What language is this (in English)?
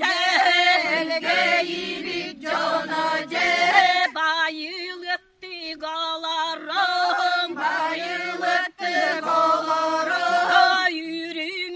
Yakut